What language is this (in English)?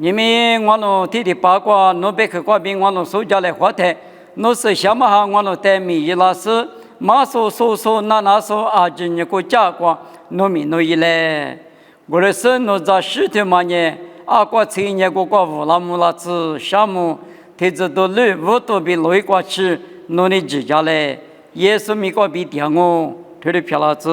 Lisu